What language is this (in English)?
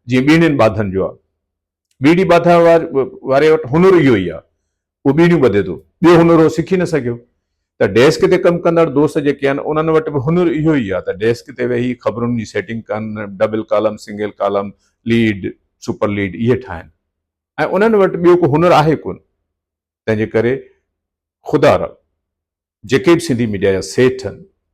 Sindhi